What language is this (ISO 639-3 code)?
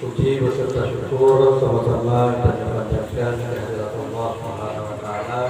ace